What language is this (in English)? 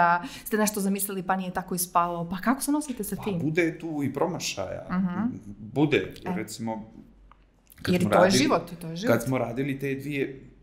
Serbian